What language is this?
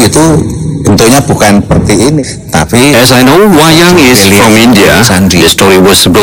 Indonesian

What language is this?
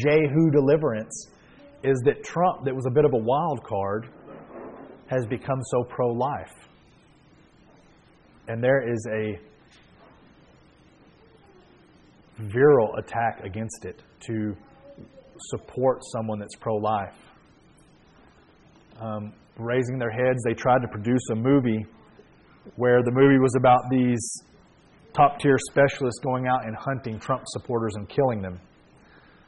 English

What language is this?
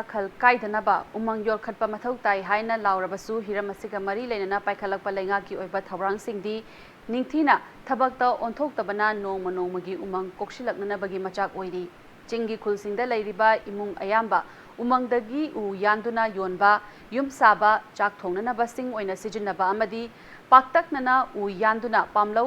Manipuri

